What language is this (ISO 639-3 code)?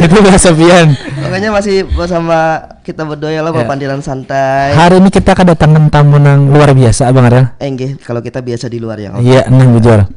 bjn